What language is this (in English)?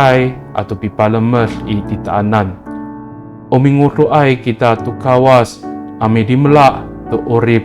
Amis